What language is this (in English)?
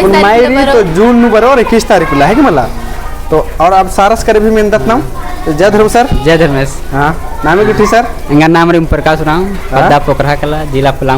Kurukh